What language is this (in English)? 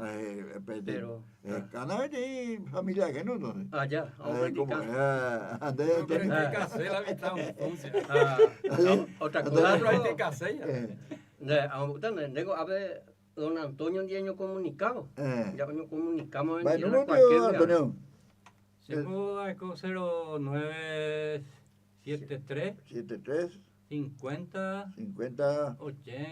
Guarani